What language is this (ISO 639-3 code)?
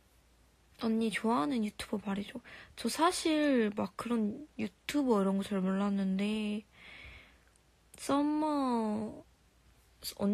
kor